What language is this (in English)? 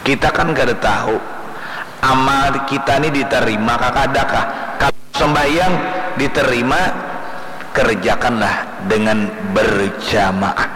Banjar